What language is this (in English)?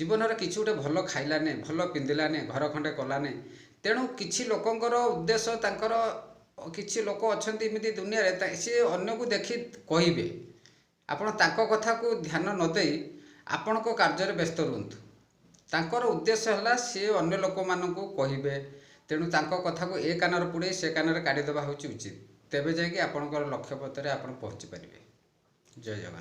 Odia